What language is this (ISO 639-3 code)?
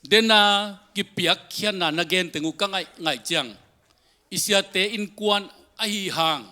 ctd